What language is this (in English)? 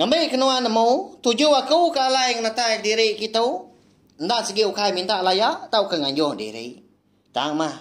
Iban